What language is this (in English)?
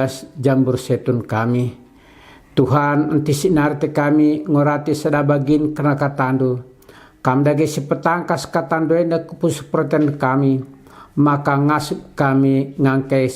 Batak Karo